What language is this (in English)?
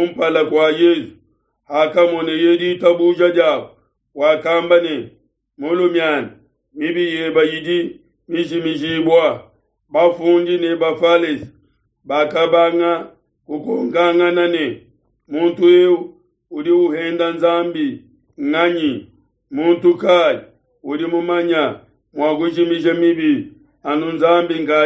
Luba-Lulua